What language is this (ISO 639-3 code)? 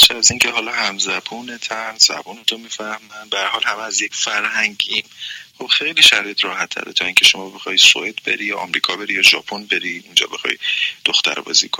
fas